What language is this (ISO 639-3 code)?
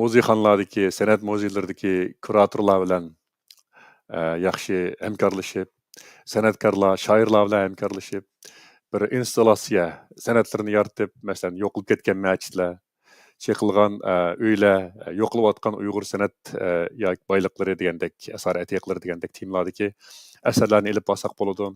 uig